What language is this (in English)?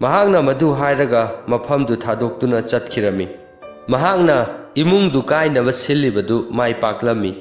Manipuri